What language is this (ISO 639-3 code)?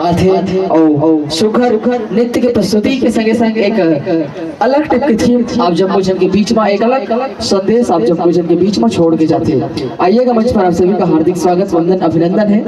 hne